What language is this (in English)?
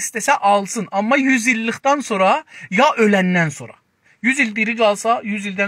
South Azerbaijani